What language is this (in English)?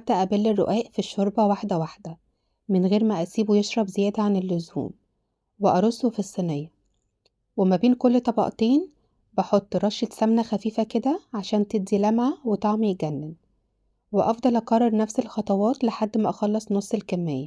Egyptian Arabic